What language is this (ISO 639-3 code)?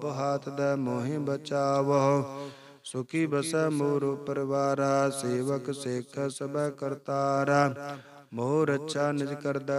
pan